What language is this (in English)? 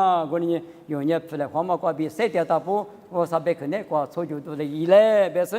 Lisu